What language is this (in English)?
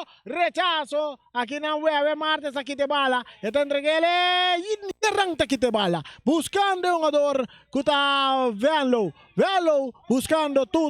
Papiamento